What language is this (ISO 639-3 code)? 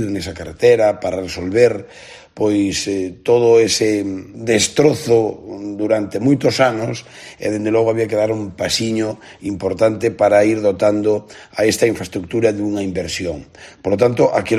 glg